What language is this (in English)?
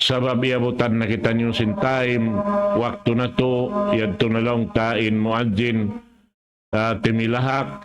Tausug